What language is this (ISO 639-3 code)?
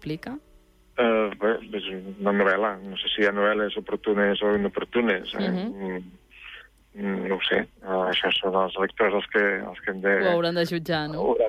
cat